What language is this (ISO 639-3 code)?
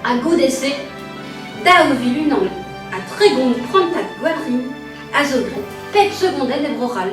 bre